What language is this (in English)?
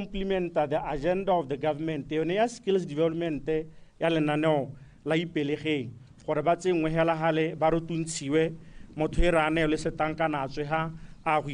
Tswana